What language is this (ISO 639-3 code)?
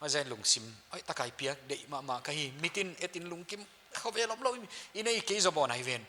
pck